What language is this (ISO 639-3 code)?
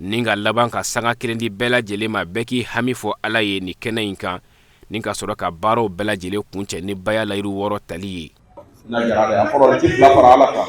bam